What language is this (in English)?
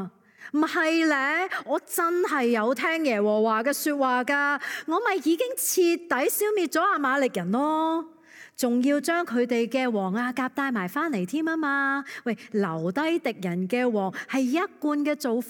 Cantonese